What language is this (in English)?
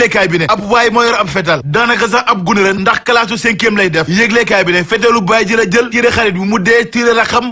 Wolof